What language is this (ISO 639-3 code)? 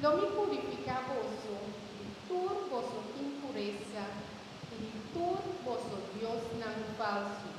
pap